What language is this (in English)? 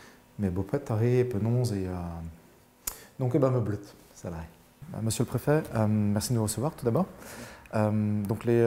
Breton